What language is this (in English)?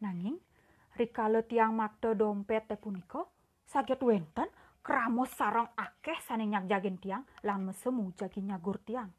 Balinese